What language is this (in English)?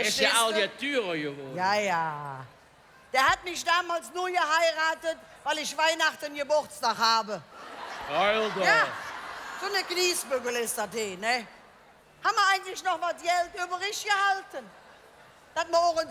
Colognian